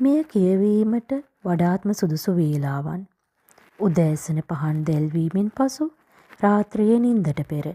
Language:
Sinhala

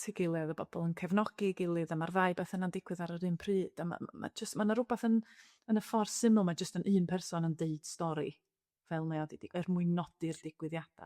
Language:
Welsh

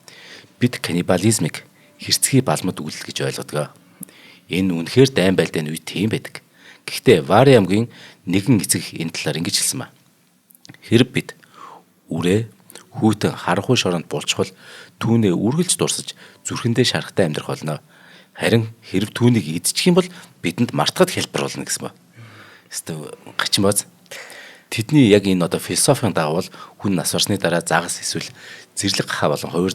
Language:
Mongolian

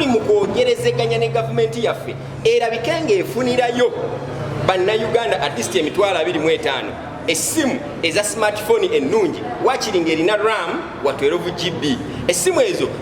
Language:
Ganda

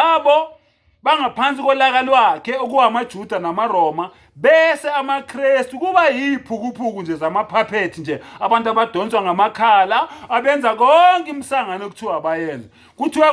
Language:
Zulu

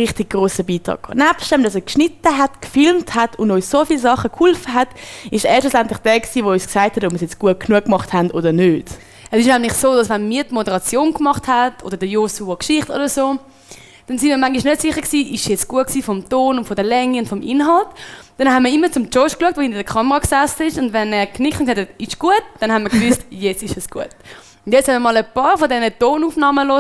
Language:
Swiss German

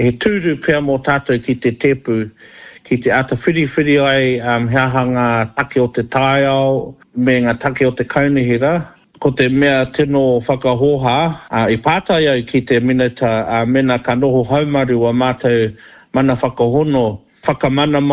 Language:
Māori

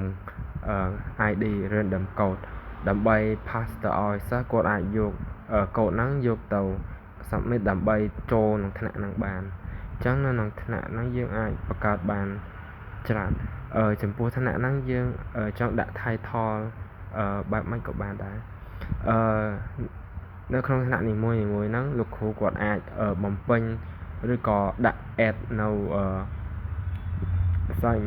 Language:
Khmer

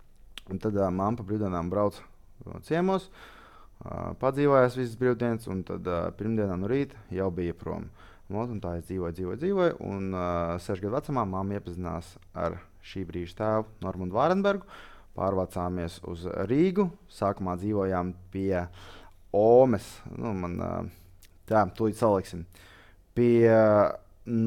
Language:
Latvian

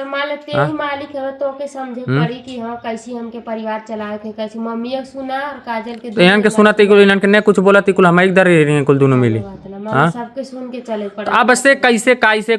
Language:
Bhojpuri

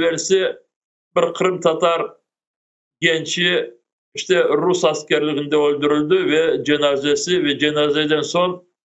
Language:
Crimean Tatar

